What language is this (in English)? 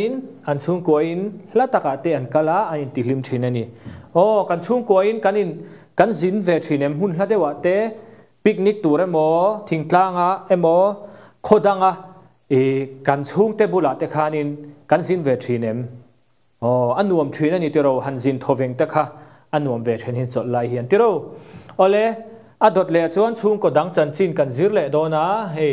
Mizo